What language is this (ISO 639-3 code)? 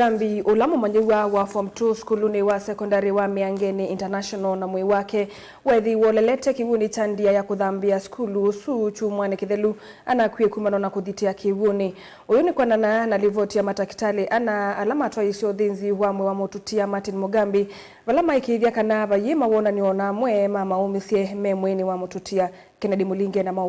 kam